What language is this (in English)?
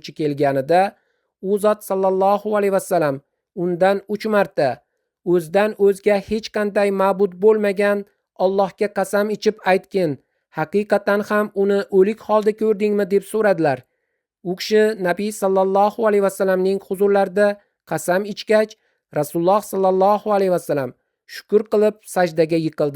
Uzbek